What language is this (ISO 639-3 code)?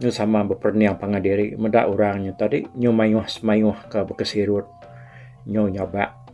iba